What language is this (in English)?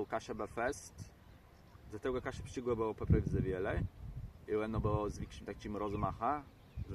Kashubian